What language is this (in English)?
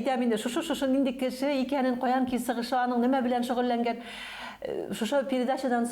Bashkir